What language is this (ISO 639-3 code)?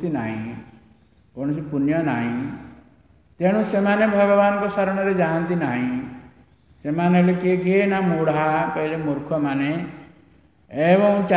ori